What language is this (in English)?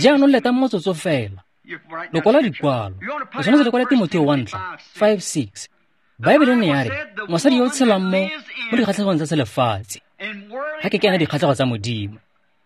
Tswana